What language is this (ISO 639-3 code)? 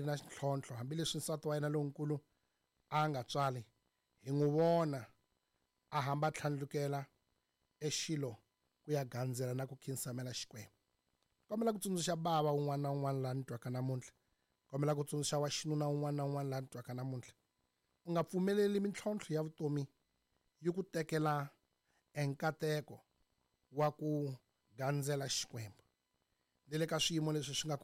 tso